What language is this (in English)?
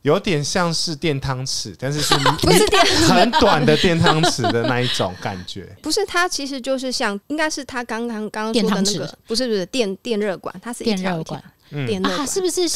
Chinese